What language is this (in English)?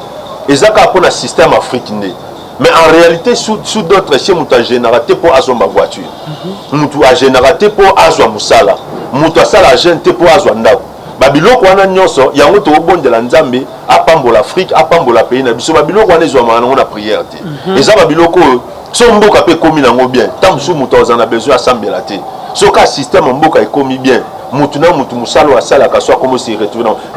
Lingala